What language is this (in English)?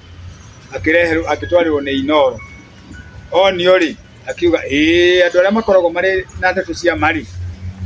Kikuyu